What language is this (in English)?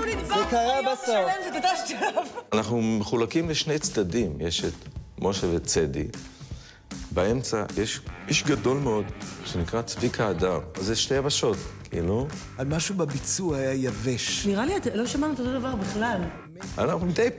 Hebrew